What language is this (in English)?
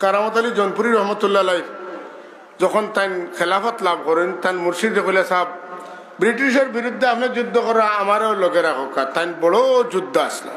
Sylheti